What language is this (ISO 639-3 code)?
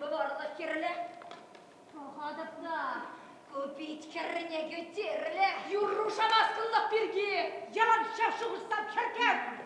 chv